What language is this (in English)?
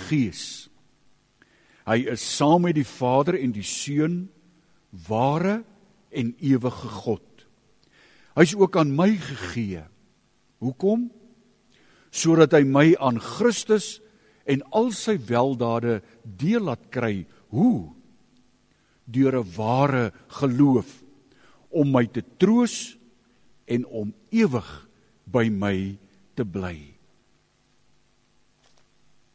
Afrikaans